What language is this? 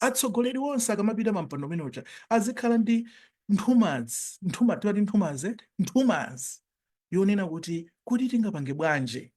Nyanja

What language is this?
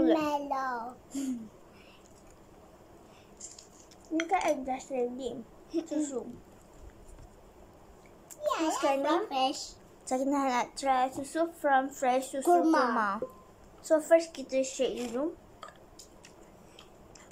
Malay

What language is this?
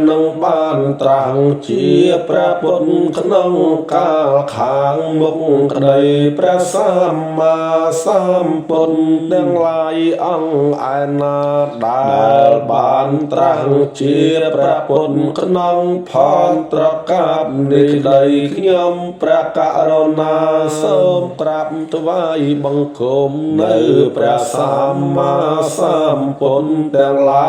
Khmer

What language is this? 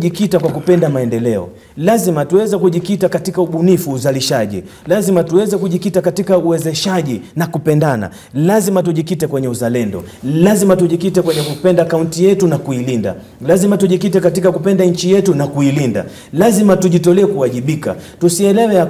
Swahili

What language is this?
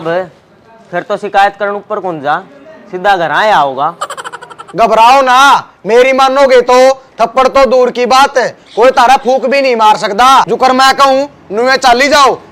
Haryanvi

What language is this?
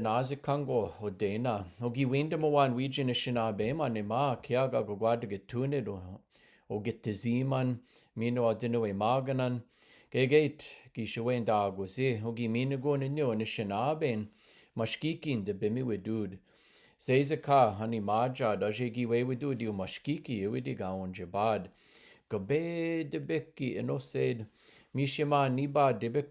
Chippewa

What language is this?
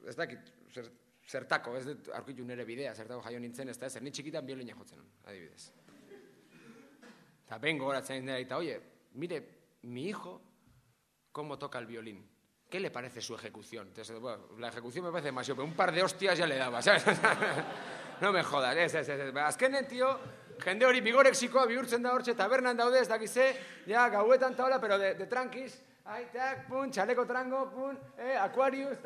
Basque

